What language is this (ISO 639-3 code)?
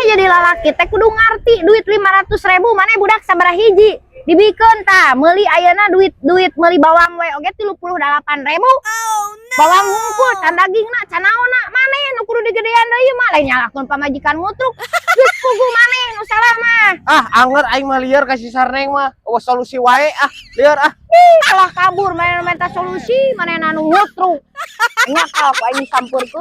sun